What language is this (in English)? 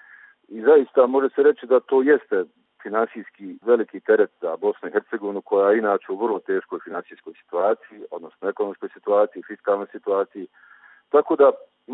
Serbian